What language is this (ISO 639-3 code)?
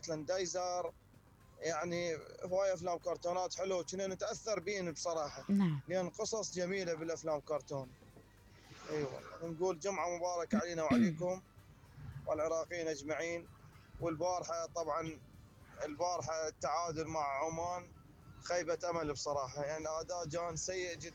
acm